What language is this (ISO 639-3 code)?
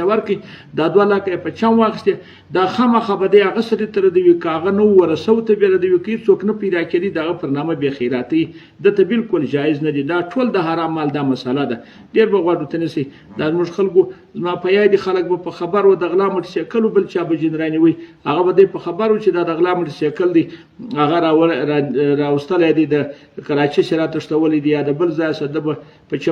pus